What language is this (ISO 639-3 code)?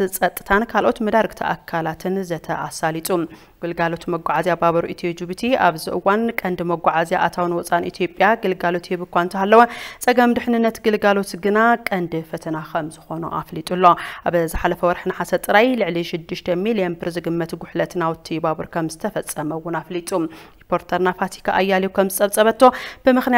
tir